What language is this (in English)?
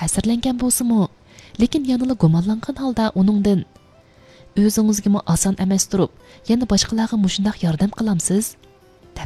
Uyghur